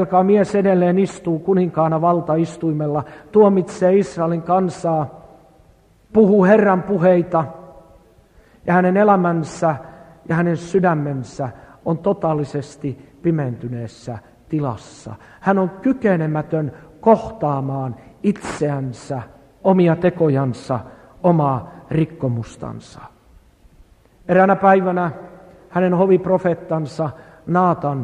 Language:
Finnish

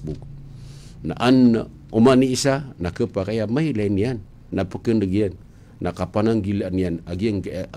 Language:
Maranao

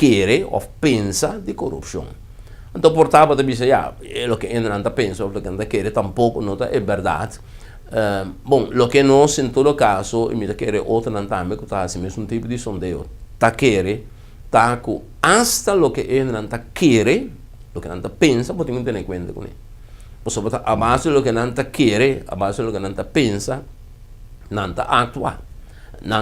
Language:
Papiamento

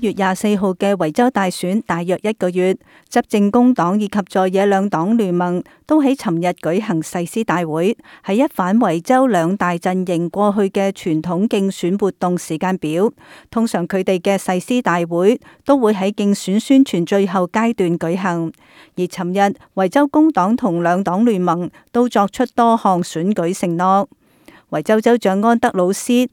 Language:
Cantonese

